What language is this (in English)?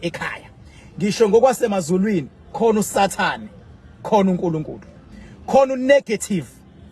Zulu